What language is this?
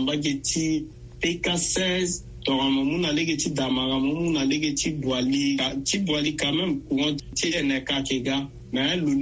Sango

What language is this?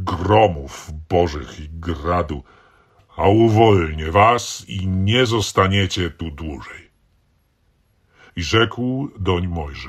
Polish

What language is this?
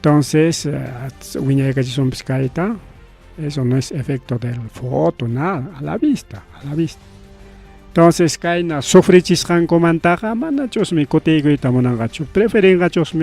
Ayacucho Quechua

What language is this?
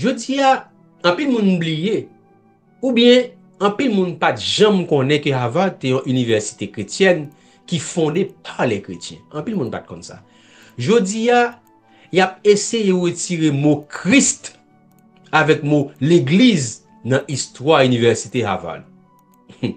Haitian Creole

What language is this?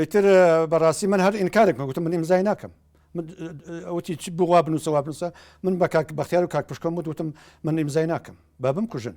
Central Kurdish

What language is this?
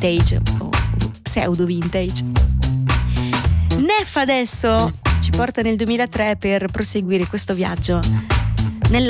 Italian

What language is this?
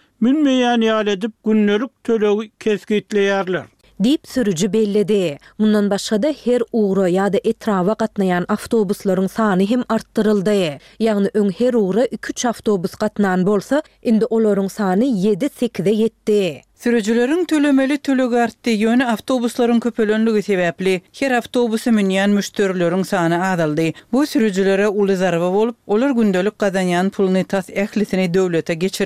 Turkmen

